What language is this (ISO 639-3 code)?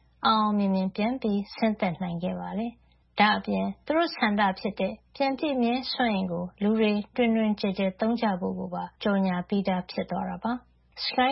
mya